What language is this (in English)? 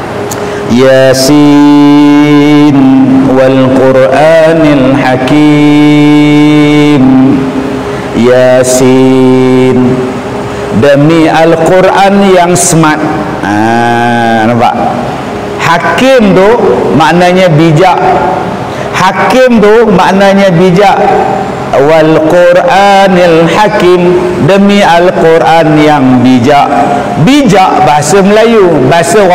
Malay